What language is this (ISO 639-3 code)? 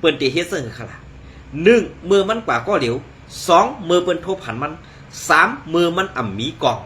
shn